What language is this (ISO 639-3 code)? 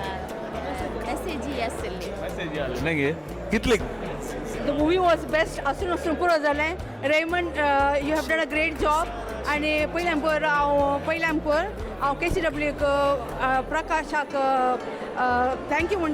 kok